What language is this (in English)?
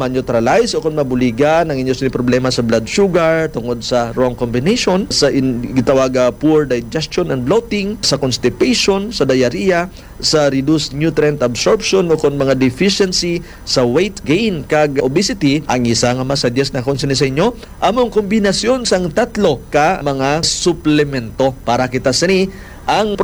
Hiligaynon